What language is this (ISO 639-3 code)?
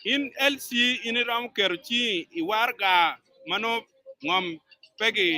ach